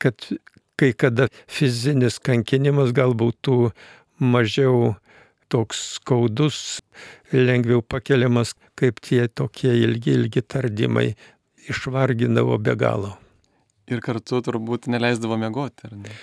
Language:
Lithuanian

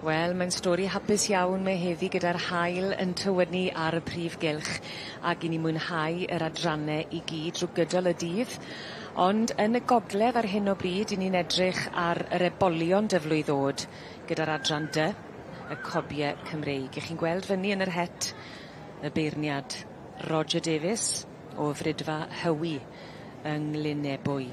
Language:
Welsh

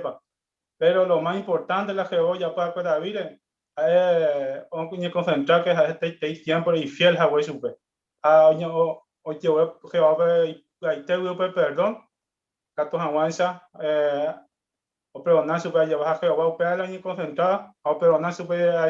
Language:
Guarani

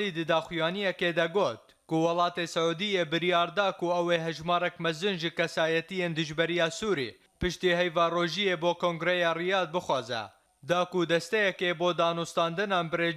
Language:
Kurdish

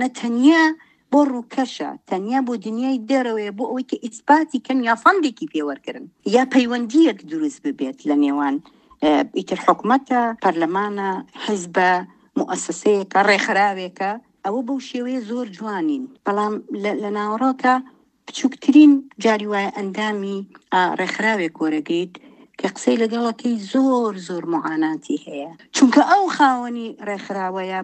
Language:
Central Kurdish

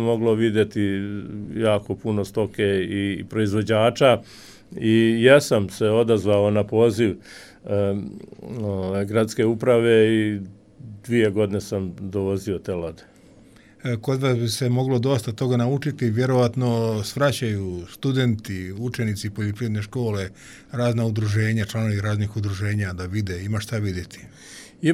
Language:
Croatian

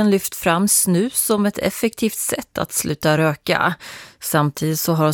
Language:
Swedish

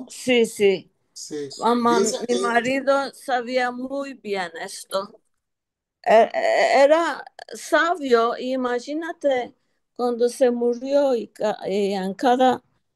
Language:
Ladino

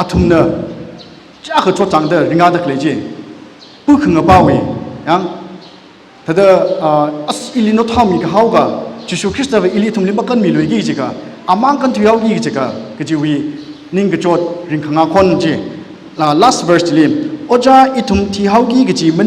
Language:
Tangkhul Naga (India)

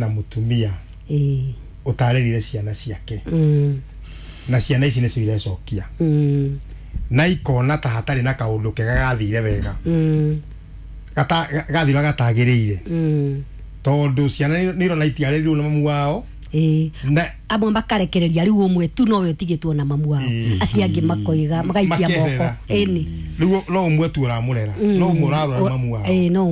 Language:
Kikuyu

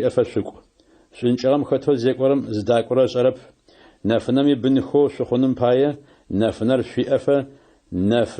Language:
Adyghe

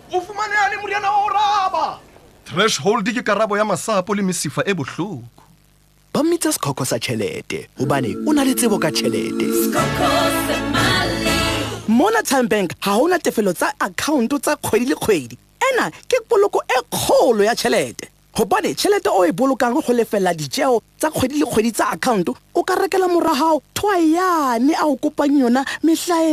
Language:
Southern Sotho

